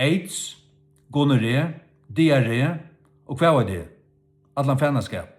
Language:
Faroese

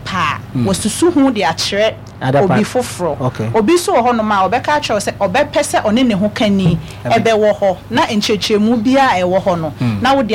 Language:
Akan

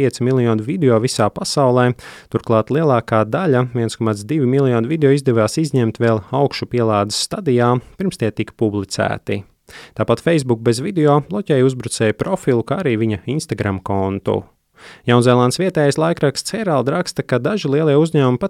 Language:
Latvian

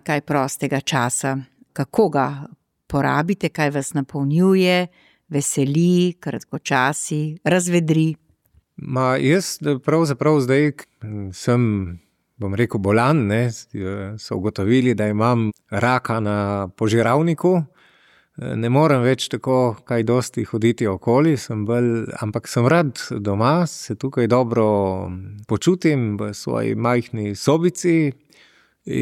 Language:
Slovenian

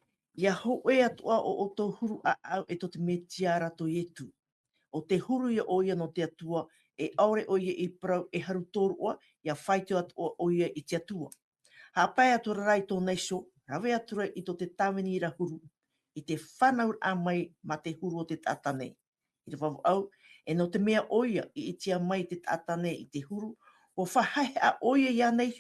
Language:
Tahitian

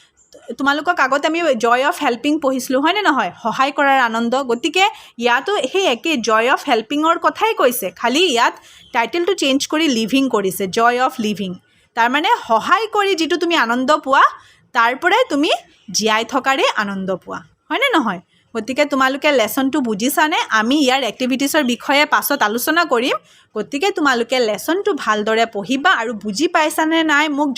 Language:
Assamese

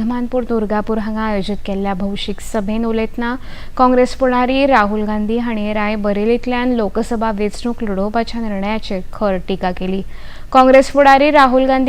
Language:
Konkani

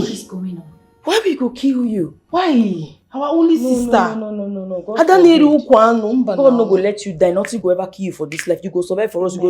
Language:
Nigerian Pidgin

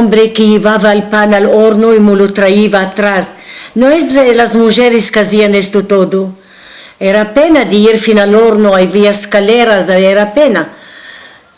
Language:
Ladino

